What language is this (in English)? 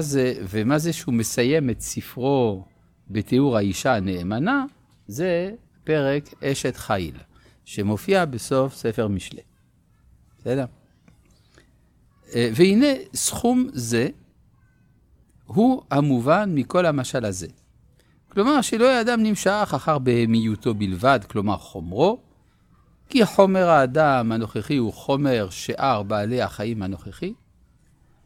Hebrew